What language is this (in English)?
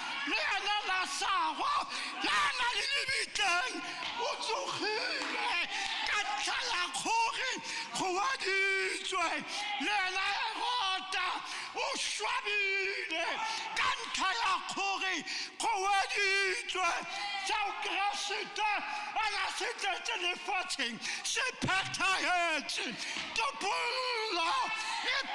Tswana